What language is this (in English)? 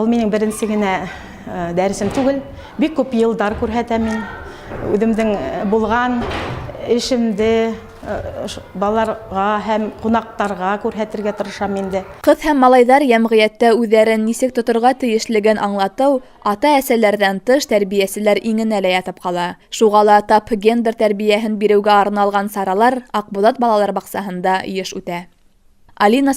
Bashkir